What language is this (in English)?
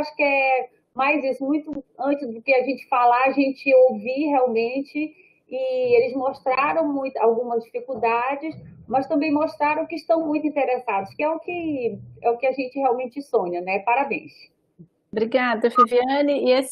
Portuguese